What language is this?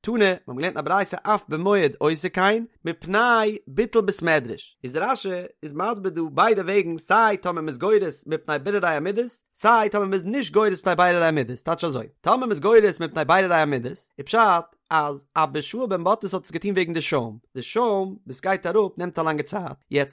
Yiddish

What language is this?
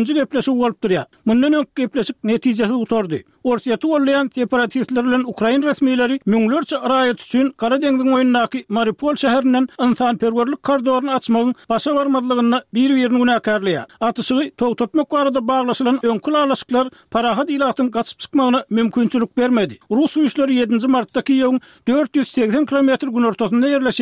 Turkmen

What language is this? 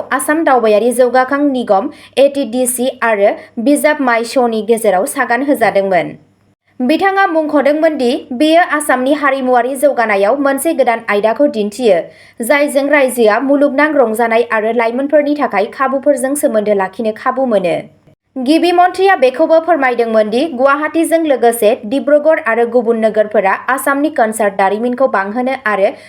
Bodo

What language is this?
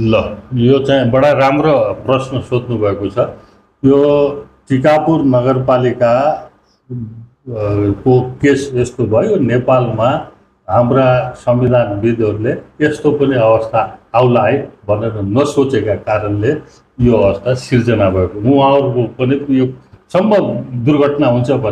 Nepali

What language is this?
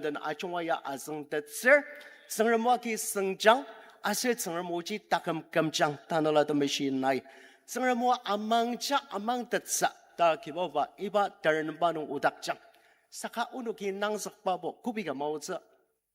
Ao Naga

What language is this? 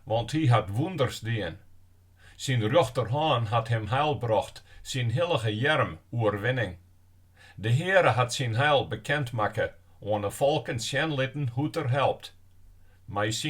Western Frisian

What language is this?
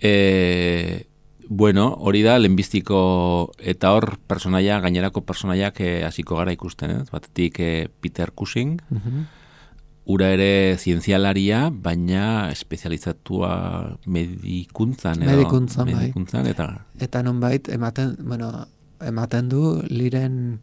Basque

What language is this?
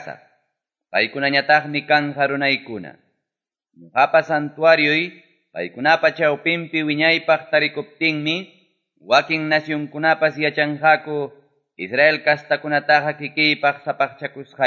Ayacucho Quechua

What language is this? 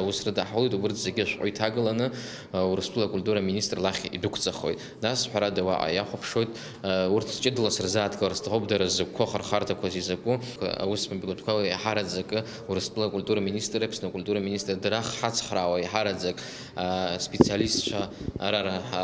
Abkhazian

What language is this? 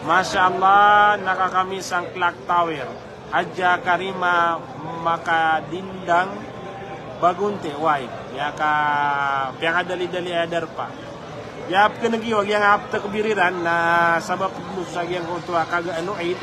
Maranao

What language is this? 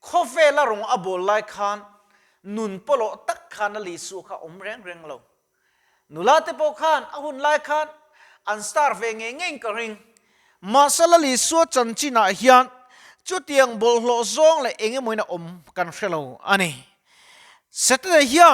Mizo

